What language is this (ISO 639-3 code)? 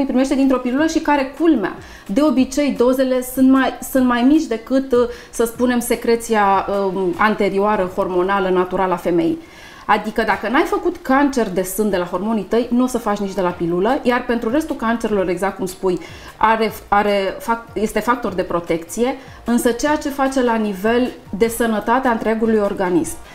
ron